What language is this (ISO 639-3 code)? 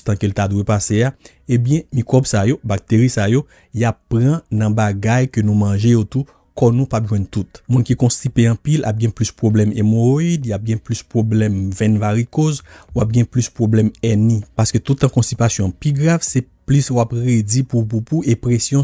hat